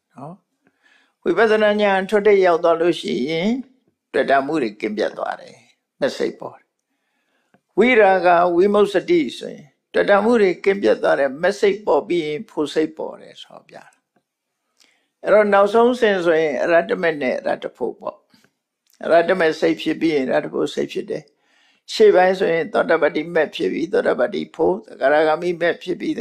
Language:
Burmese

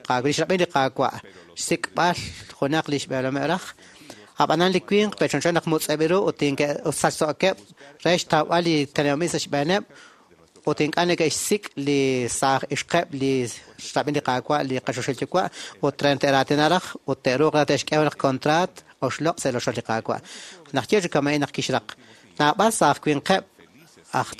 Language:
Kekchí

